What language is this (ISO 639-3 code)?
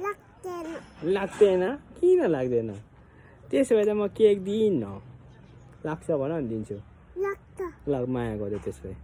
nep